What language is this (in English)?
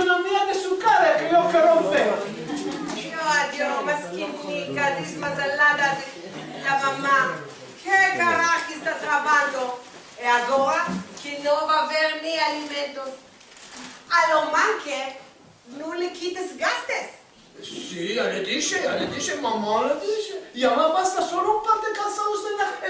Ladino